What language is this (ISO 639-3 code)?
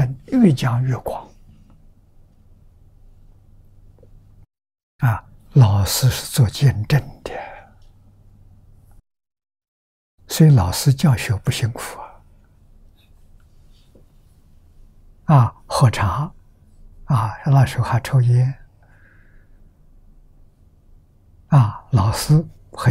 zho